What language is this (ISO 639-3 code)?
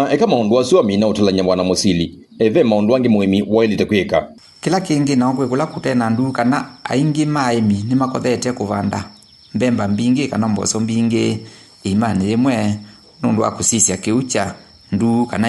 kam